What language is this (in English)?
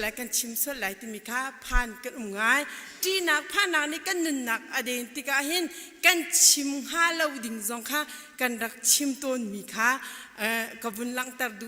Hakha Chin